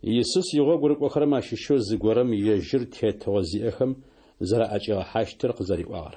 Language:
Adyghe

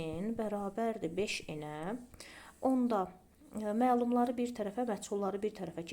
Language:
Azerbaijani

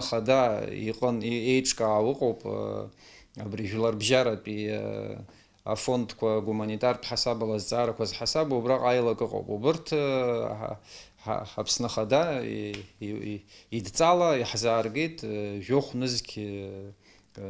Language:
Abkhazian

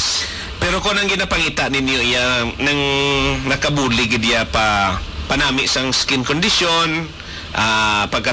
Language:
Hiligaynon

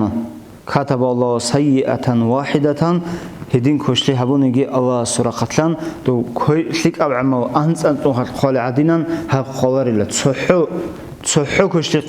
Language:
Avaric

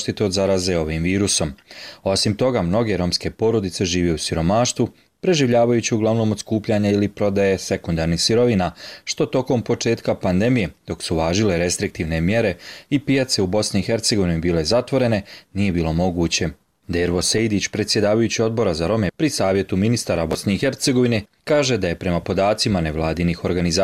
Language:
Bosnian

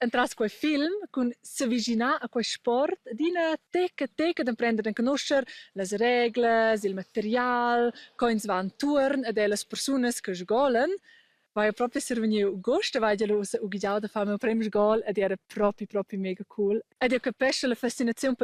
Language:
Romansh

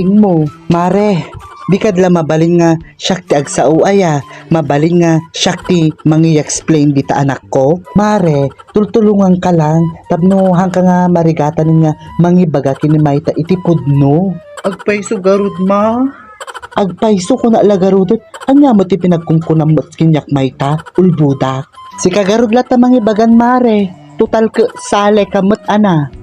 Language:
Iloko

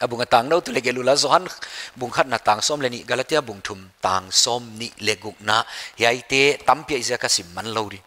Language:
Paite Chin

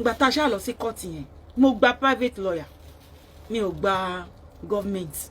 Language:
Yoruba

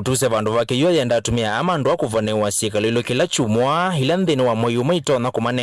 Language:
Kamba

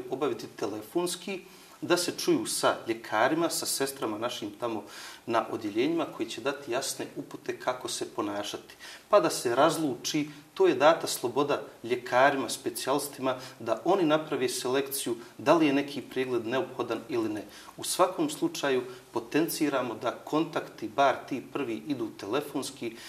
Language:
Bosnian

